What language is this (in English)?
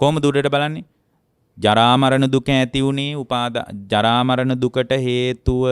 Sinhala